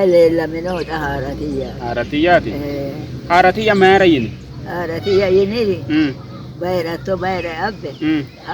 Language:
Sidamo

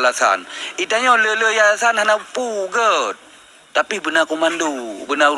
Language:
Achinese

